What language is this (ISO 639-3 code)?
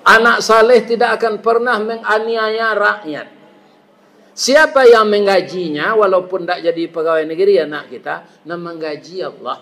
min